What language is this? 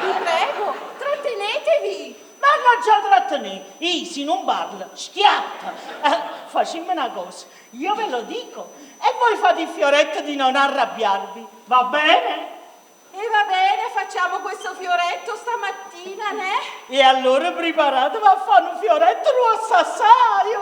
Neapolitan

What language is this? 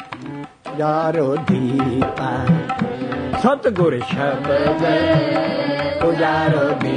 Punjabi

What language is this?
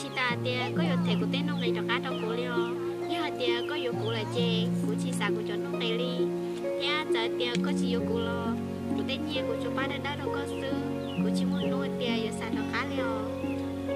Hmong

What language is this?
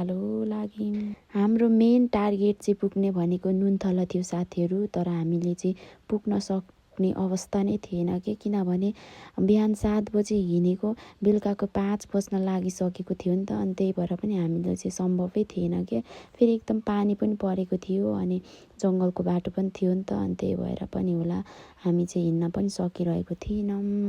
Nepali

